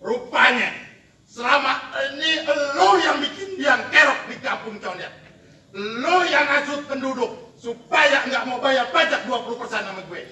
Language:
Betawi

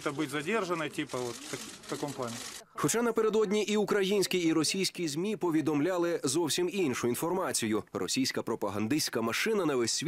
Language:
Ukrainian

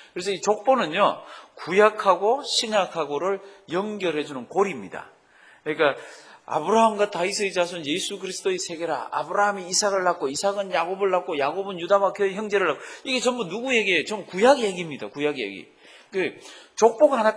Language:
Korean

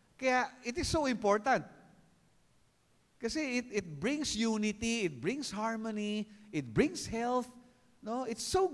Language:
Filipino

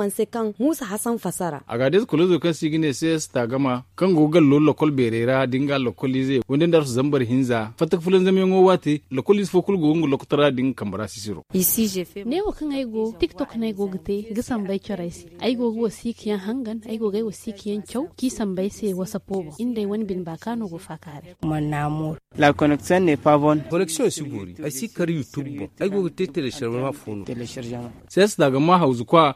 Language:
Zarma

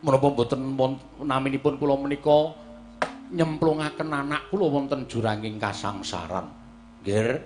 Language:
Javanese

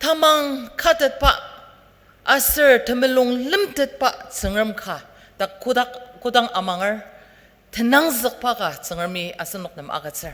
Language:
Ao Naga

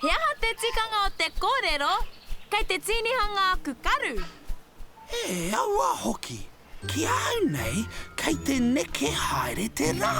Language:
Māori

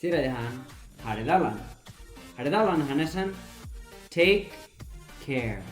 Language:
Tetum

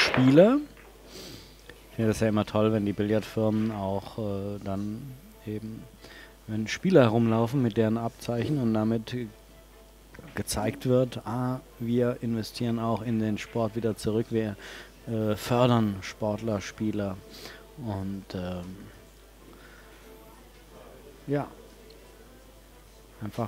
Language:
German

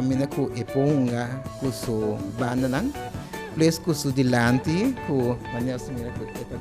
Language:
Papiamento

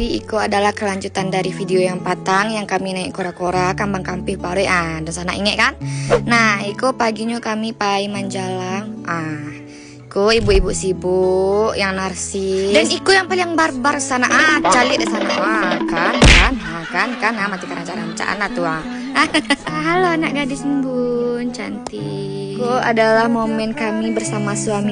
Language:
Minangkabau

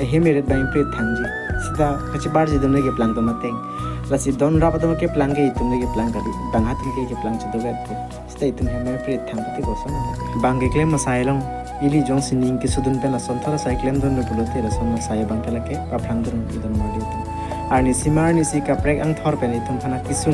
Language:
Karbi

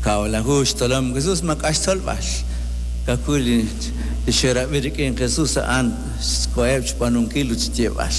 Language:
Kekchí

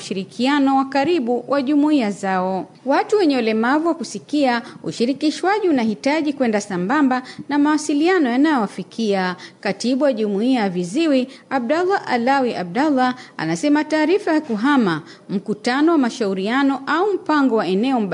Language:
Swahili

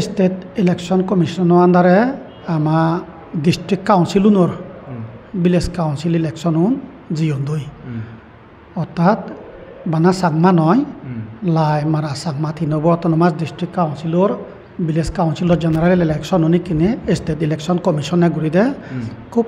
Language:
Chakma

